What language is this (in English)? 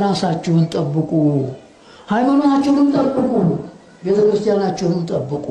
Amharic